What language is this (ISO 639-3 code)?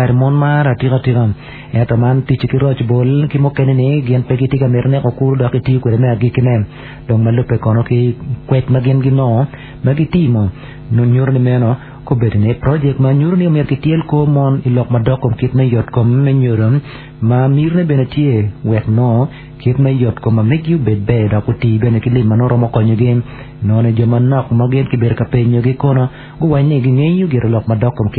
ach